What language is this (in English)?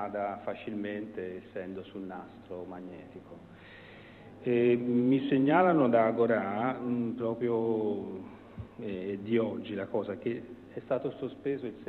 Italian